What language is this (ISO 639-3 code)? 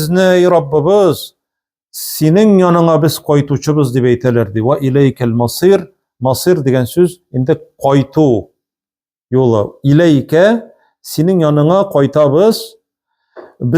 tat